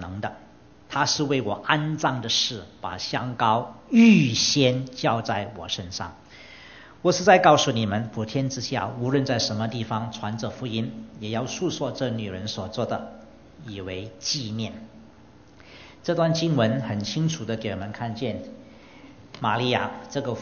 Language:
Chinese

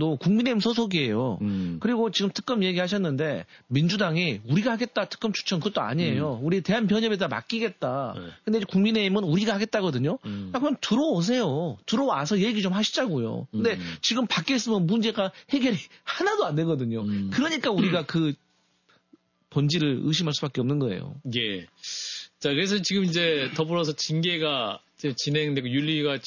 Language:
Korean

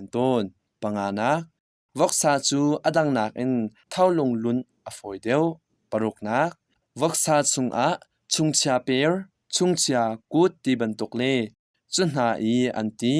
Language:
Hakha Chin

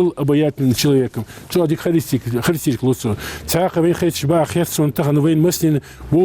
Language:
Ingush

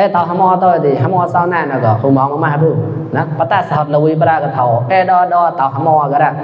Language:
Mon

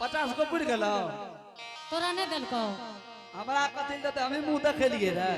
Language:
Angika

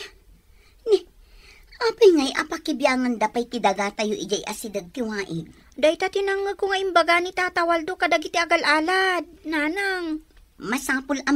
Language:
Iloko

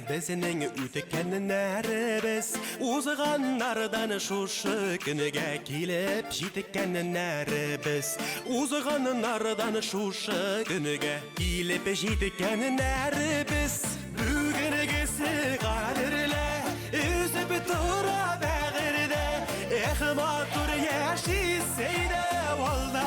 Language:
Bashkir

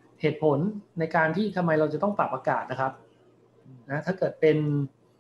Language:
Thai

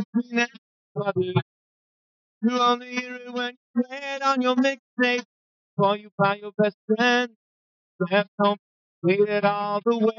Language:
English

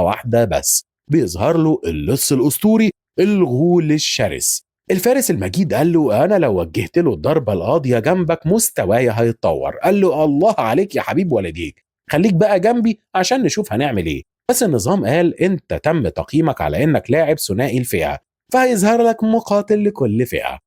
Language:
Egyptian Arabic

